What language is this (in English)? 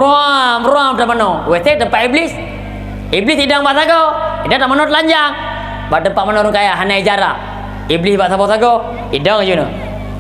Achinese